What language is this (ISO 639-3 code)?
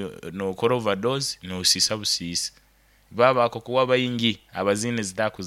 nyo